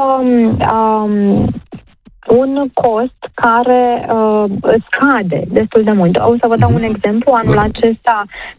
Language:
Romanian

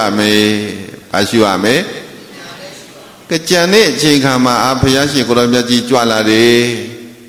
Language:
Burmese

